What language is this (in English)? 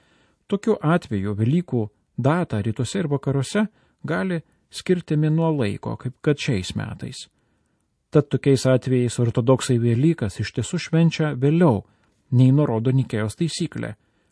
Lithuanian